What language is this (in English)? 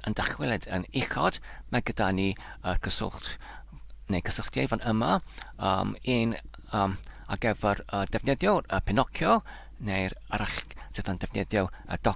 Welsh